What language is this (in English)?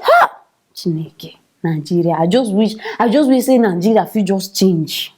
Nigerian Pidgin